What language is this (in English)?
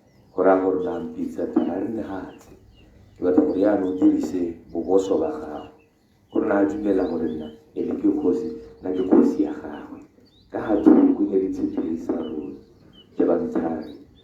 Tswana